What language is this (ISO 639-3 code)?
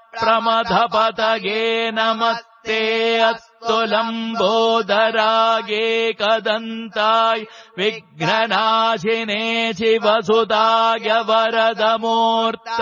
san